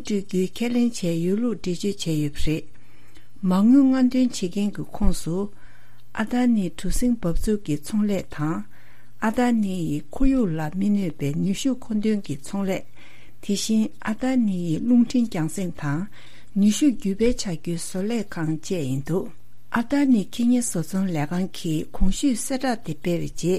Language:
Tibetan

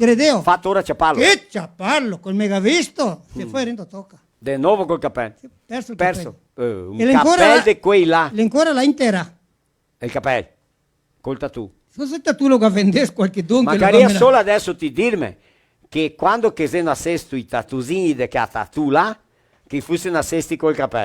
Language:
Venetian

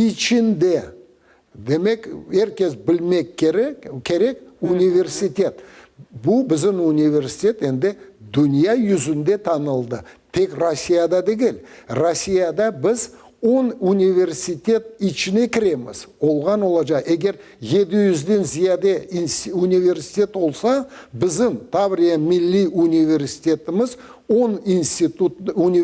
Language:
Crimean Tatar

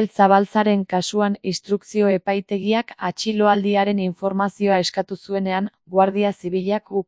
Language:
Basque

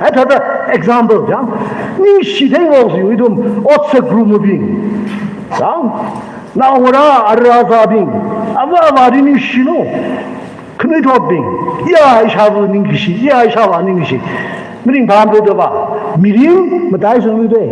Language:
Tangkhul Naga (India)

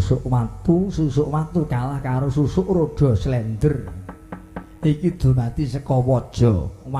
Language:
Javanese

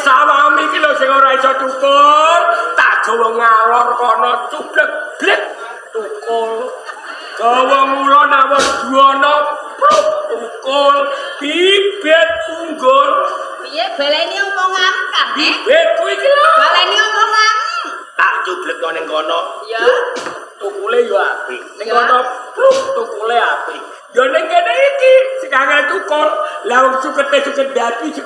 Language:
Javanese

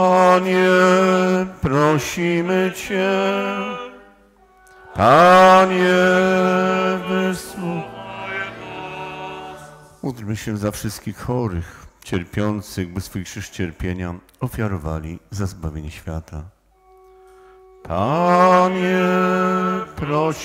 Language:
Polish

